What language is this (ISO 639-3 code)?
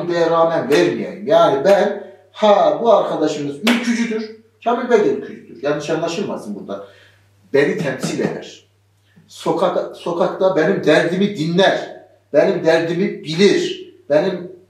tur